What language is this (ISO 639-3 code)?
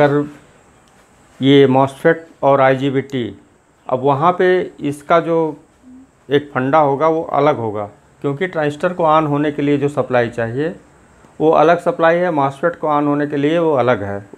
hin